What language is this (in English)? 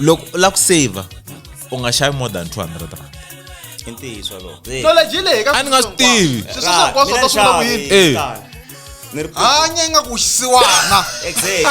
Tsonga